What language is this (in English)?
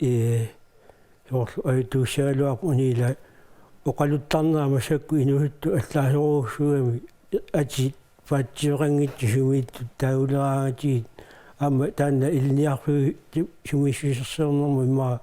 Kalaallisut